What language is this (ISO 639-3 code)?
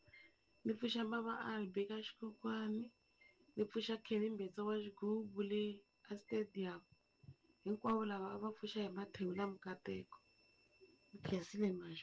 tso